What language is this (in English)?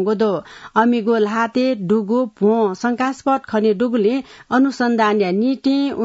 Newari